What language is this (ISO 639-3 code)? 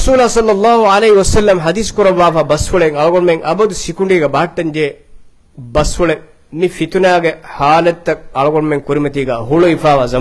div